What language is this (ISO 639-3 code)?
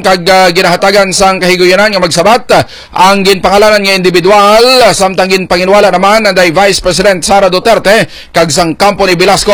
hil